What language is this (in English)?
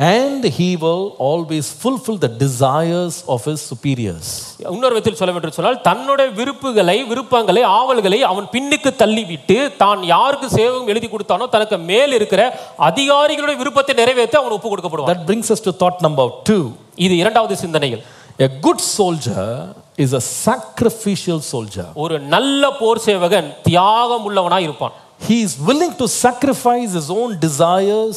Tamil